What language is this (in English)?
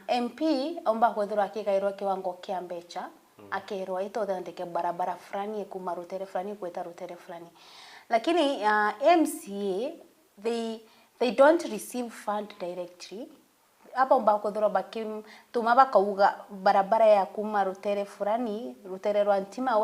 Meru